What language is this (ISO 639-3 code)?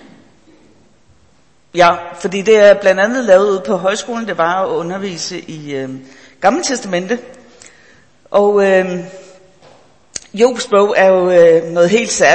dan